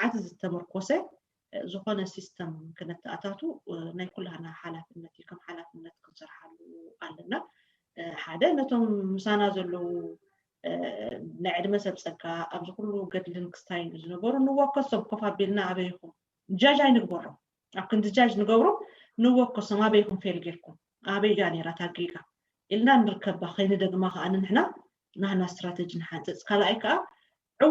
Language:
Tigrinya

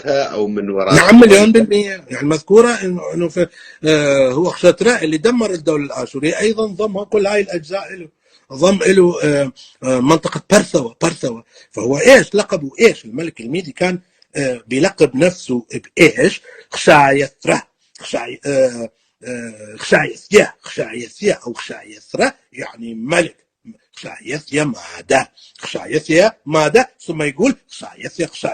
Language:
North Levantine Arabic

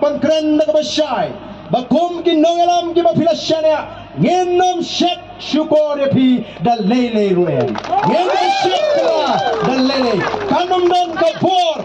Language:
Khasi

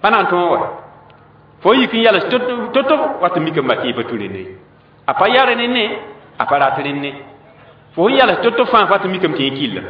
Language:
Mossi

